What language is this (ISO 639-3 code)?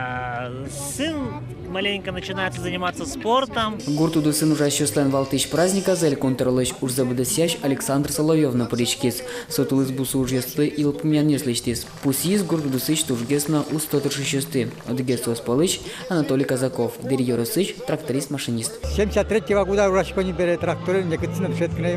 udm